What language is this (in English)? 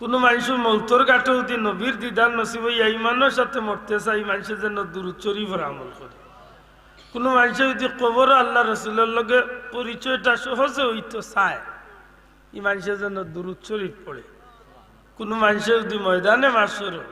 Sylheti